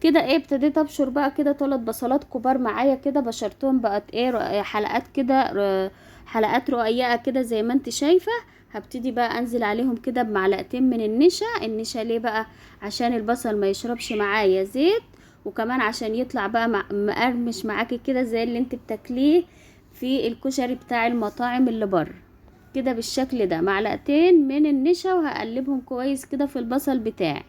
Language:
Egyptian Arabic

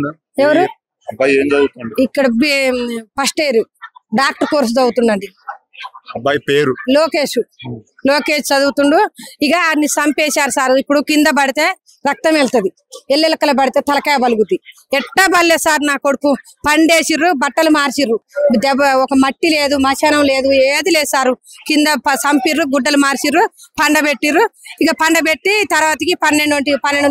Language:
Telugu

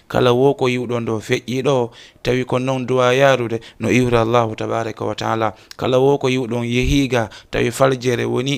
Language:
Fula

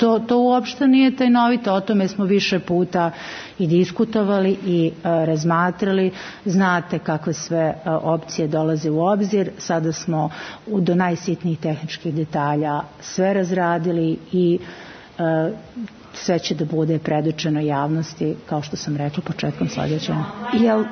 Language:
Serbian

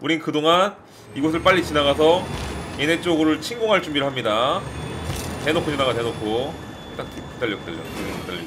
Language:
Korean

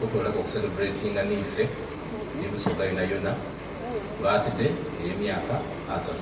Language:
Soga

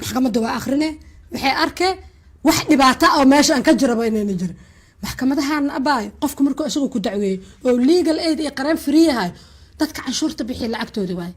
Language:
Somali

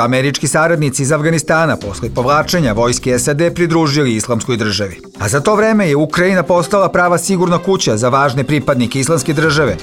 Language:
Bosnian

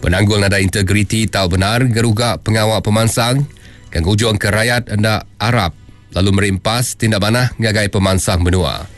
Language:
Iban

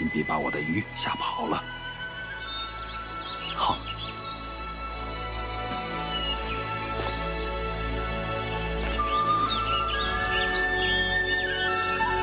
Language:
Chinese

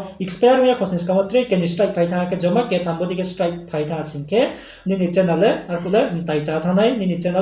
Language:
Riang (India)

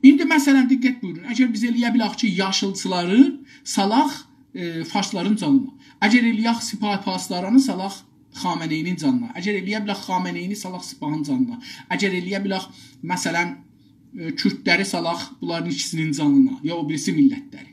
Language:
South Azerbaijani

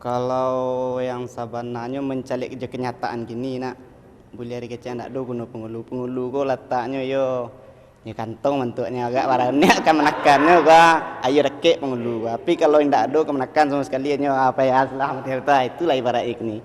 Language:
Minangkabau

